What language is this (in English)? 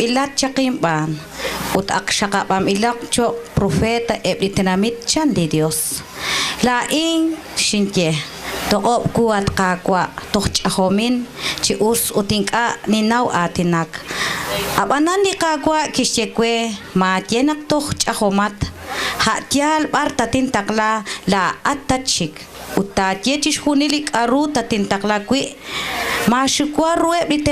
Kekchí